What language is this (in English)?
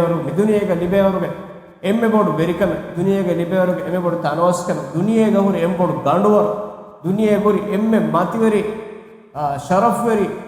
Divehi